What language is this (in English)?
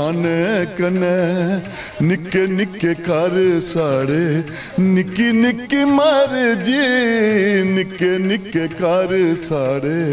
Dogri